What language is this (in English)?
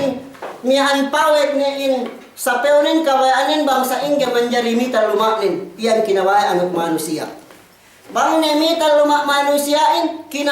Yakan